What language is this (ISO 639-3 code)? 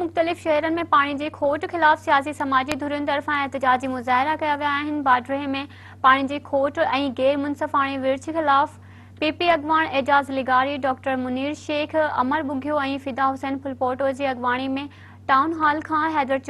snd